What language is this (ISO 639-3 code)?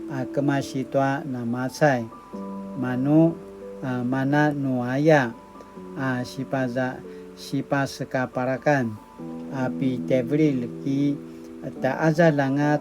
pwn